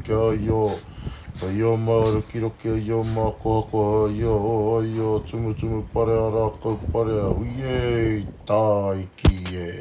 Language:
Māori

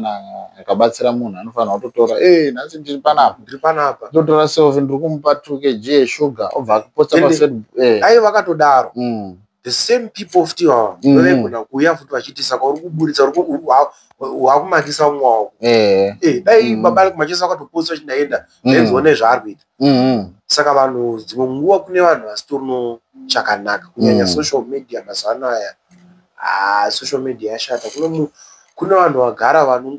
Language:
Shona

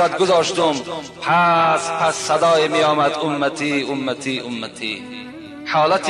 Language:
Tajik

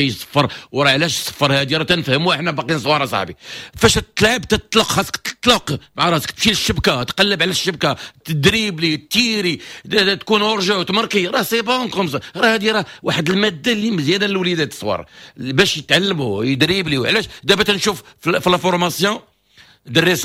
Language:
Moroccan Arabic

